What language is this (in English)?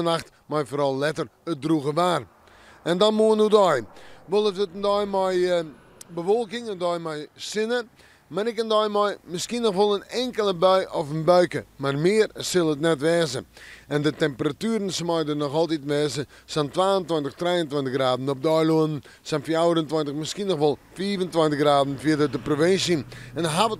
Western Frisian